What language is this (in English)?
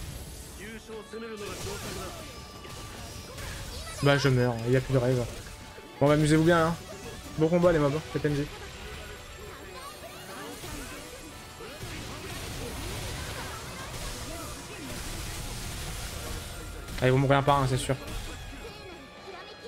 French